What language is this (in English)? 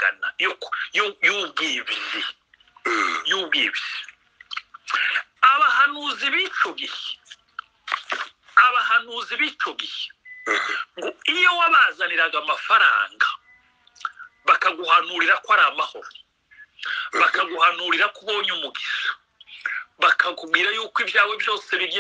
Kinyarwanda